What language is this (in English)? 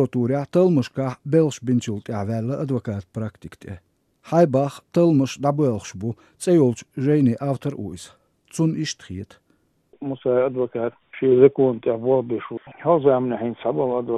Chechen